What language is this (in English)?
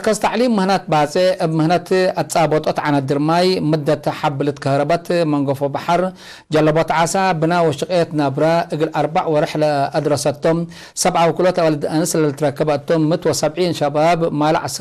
Tigre